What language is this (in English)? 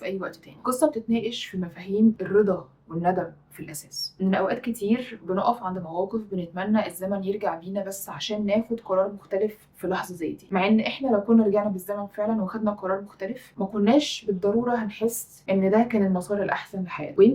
Egyptian Arabic